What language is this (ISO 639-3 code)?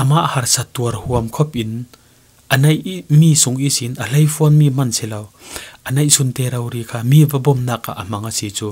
cfm